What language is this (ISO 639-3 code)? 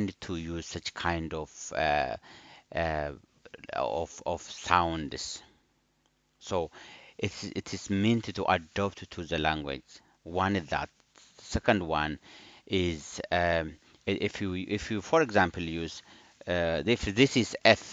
eng